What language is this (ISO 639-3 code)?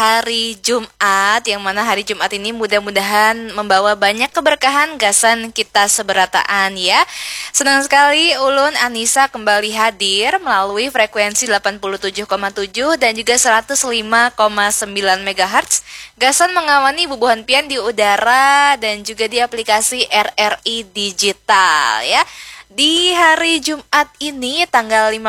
bjn